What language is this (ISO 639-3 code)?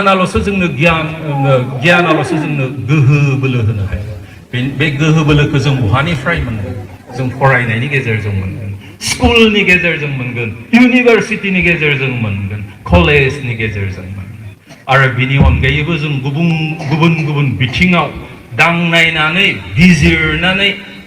brx